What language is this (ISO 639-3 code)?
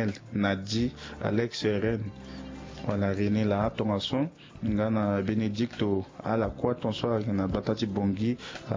sag